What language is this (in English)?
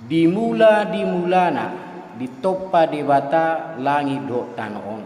Batak Toba